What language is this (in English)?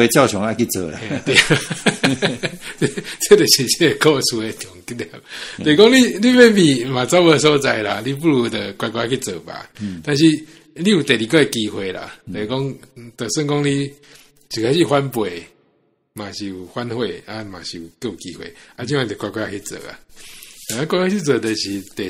Min Nan Chinese